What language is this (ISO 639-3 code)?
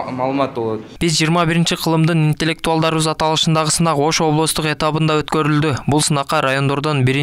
kir